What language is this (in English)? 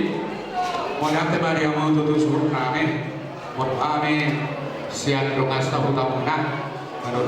Batak Toba